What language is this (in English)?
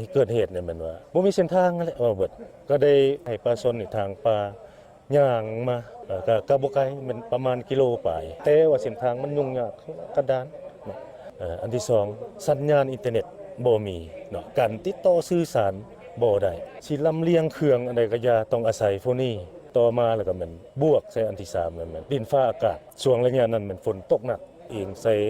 Lao